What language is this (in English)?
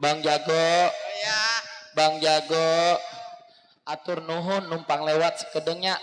Betawi